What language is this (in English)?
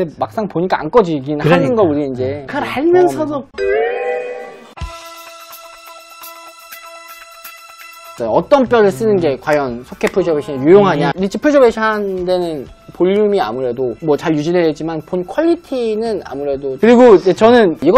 Korean